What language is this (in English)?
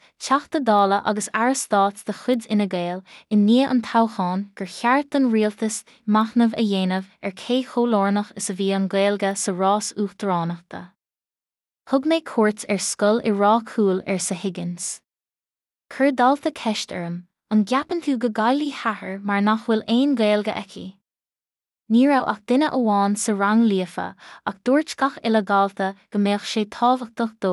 Irish